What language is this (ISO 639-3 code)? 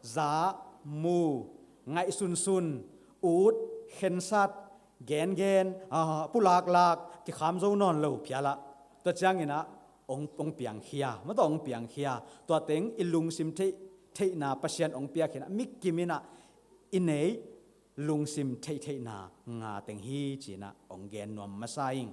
ctd